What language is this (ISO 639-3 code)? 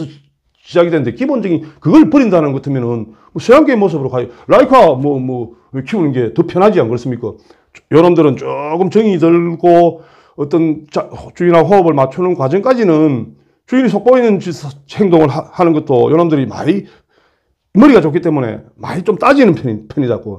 kor